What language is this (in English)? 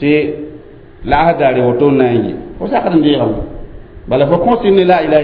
Mossi